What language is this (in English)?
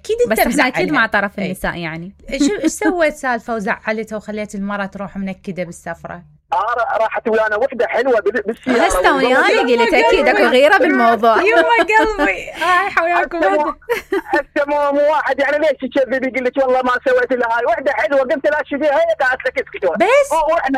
Mesopotamian Arabic